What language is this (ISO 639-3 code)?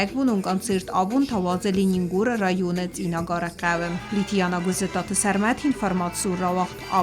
oss